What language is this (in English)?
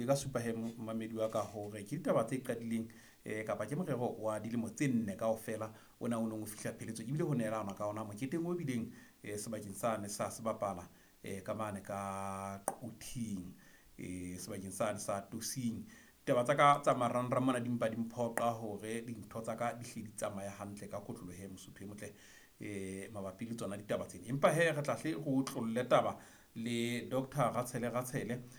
Southern Sotho